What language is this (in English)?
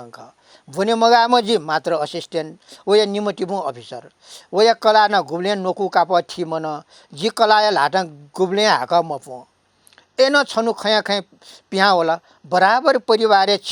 Newari